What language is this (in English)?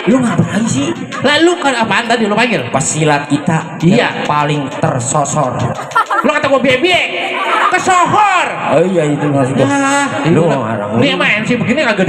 Betawi